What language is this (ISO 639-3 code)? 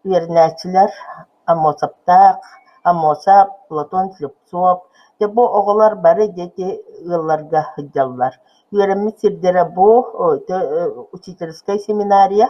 sah